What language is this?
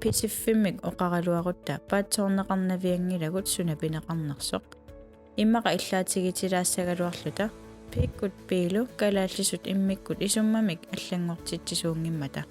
Kalaallisut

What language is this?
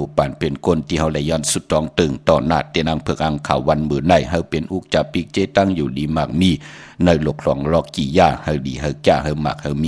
Shan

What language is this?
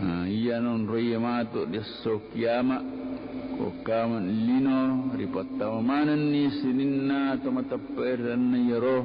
Buginese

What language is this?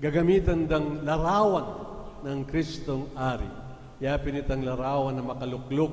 Pampanga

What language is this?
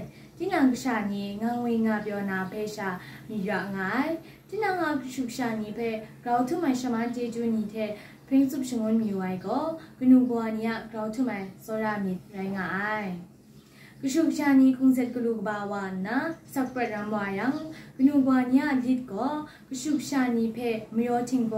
Kachin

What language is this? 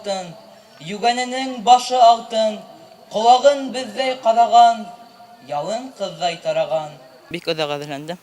Bashkir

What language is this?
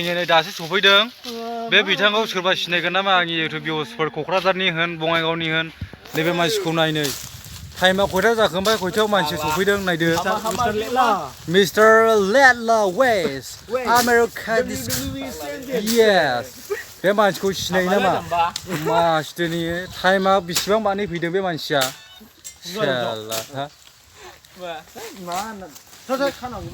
Bodo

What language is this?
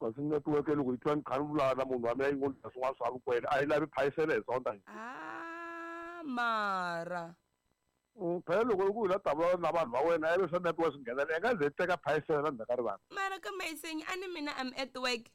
Tsonga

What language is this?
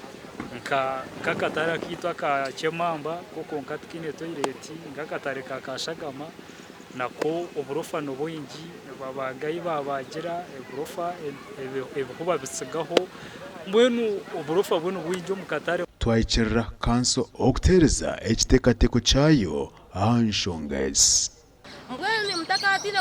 Nyankole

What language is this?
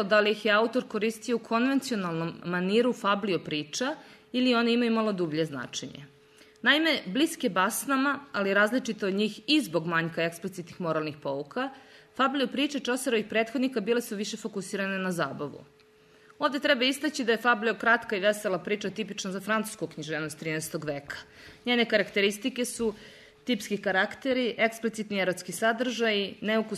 Serbian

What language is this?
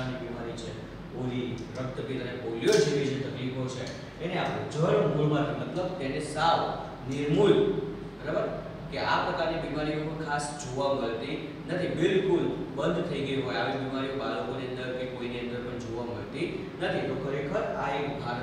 Gujarati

